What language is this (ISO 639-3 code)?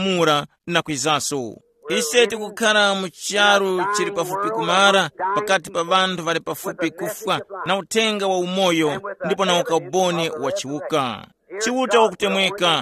tum